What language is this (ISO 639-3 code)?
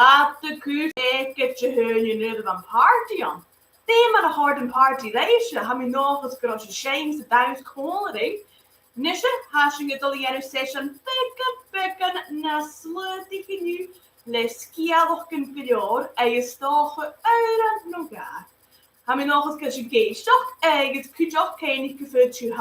gla